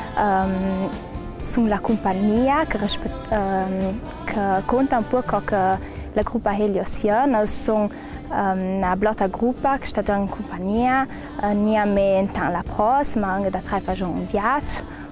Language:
Ladin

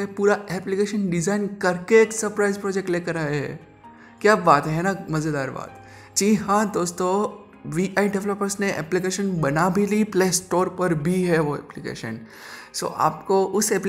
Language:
Hindi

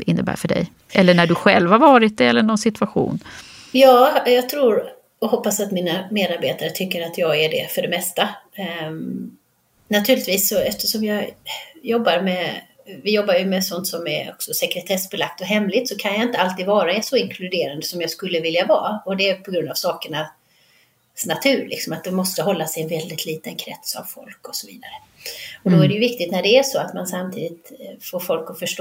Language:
Swedish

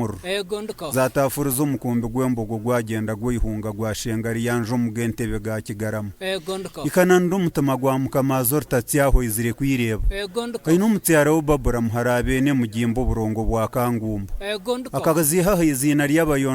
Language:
Nyankole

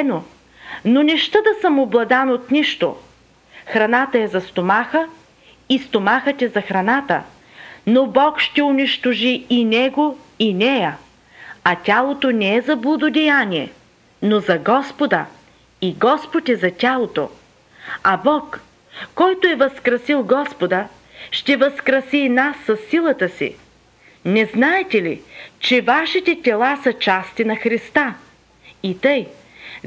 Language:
Bulgarian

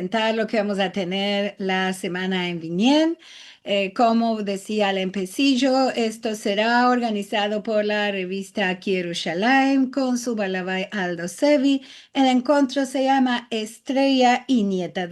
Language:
Ladino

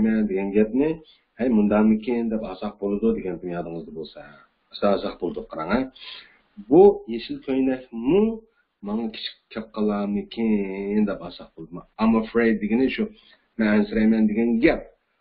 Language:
Uyghur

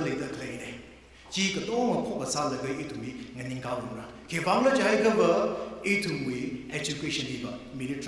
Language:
Tangkhul Naga (India)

